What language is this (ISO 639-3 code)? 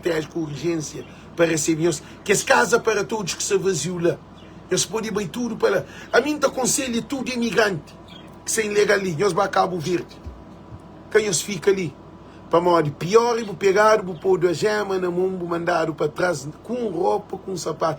kea